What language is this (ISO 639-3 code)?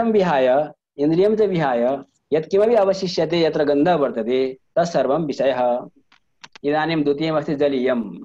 san